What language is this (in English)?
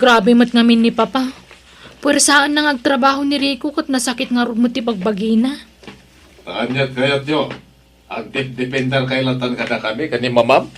Iloko